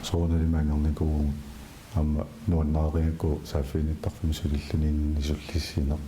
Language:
Kalaallisut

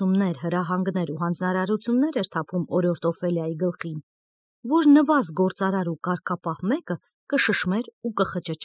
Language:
Armenian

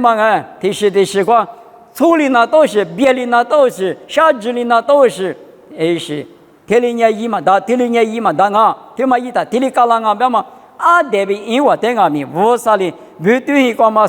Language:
Lisu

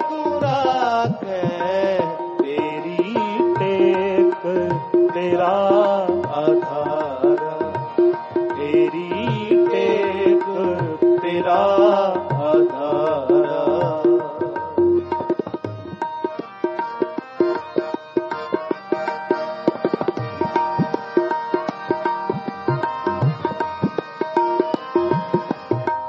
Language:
Punjabi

